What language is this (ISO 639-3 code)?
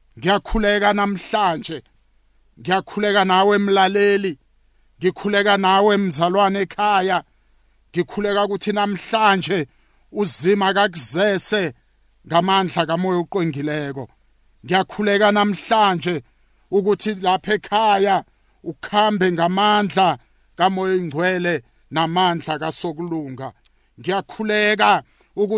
nbl